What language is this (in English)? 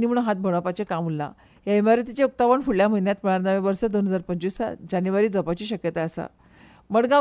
Konkani